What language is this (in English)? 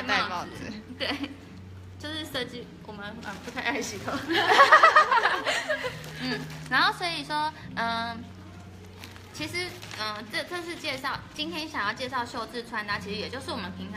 Chinese